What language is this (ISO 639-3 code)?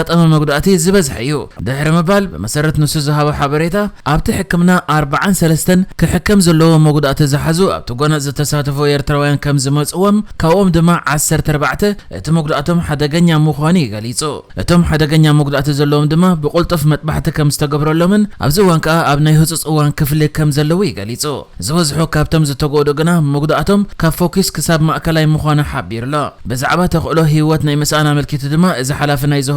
tir